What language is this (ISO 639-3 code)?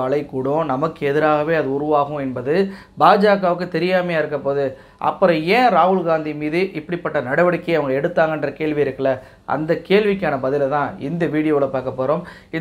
tam